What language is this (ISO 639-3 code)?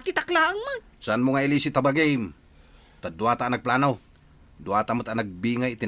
ilo